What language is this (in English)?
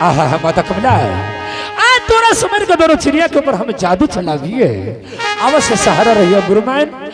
Angika